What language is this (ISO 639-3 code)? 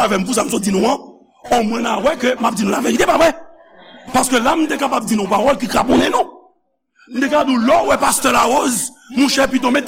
hat